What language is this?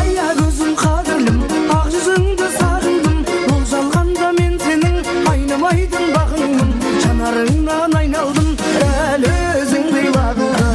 Kara-Kalpak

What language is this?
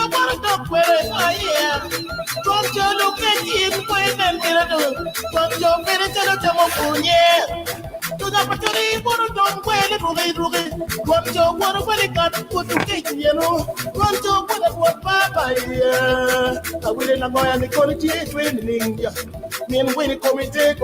Acoli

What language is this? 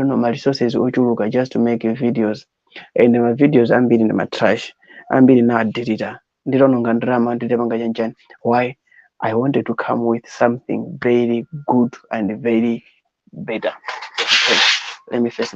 Nyanja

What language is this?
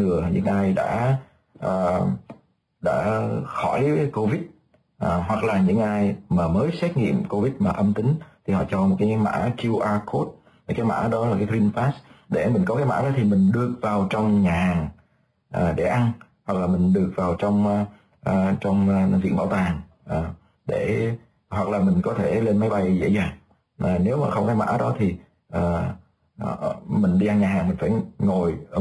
Vietnamese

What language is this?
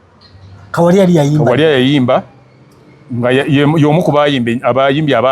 Ganda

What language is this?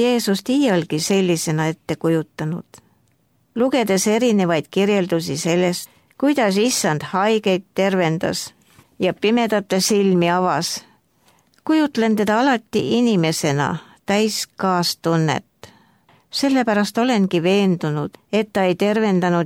Estonian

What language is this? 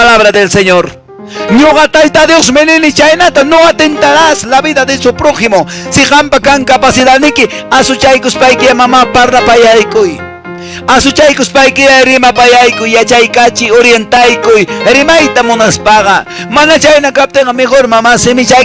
Quechua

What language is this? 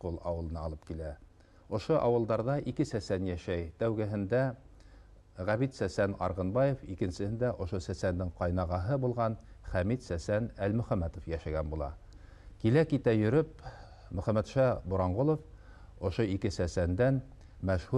Bashkir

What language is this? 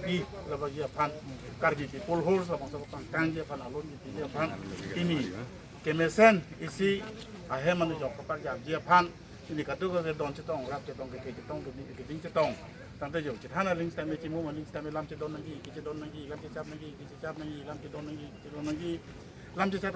Karbi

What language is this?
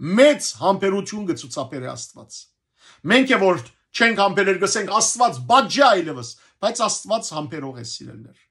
Western Armenian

